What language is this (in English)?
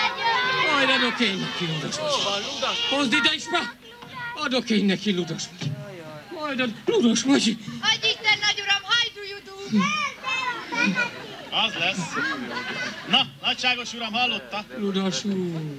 Hungarian